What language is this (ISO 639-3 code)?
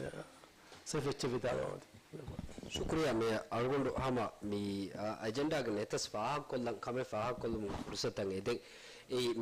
div